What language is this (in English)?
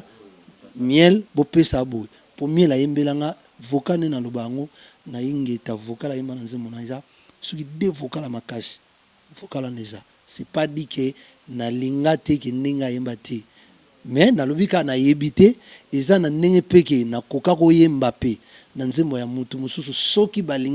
Lingala